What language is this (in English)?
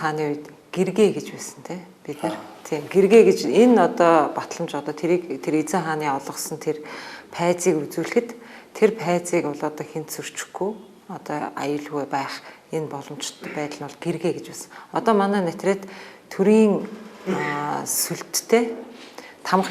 Mongolian